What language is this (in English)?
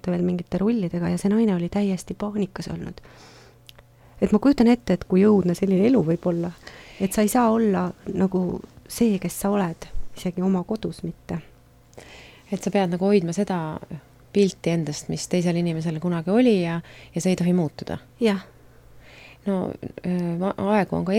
Estonian